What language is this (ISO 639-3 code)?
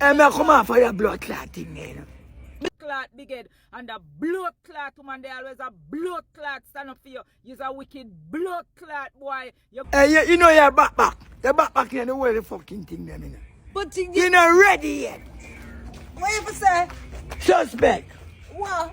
jam